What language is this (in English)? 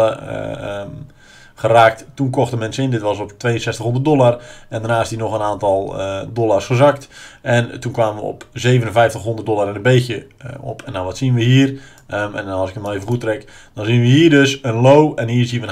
Dutch